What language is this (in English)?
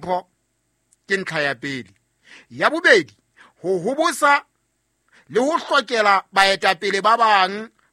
Southern Sotho